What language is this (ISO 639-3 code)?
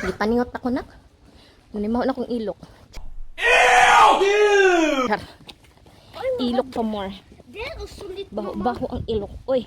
ceb